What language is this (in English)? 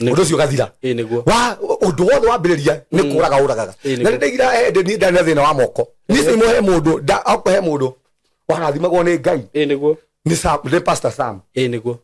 Kikuyu